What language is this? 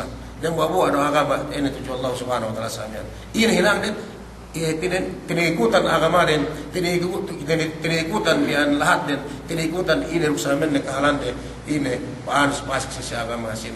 Yakan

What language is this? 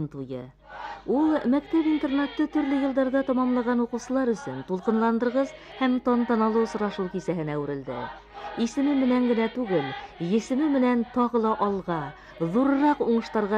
Bashkir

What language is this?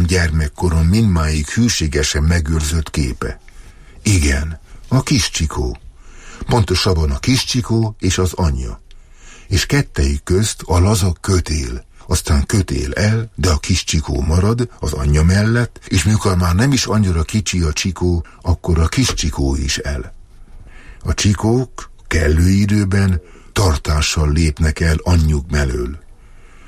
Hungarian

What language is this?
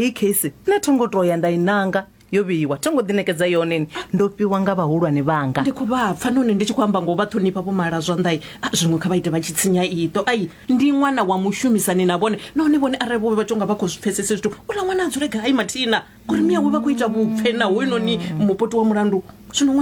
Venda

